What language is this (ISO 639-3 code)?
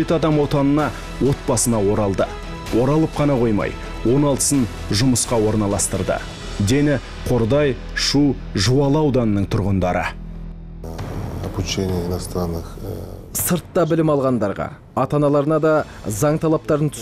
kaz